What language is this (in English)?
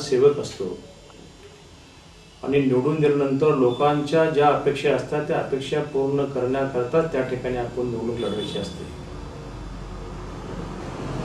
Marathi